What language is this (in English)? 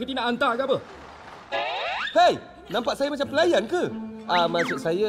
Malay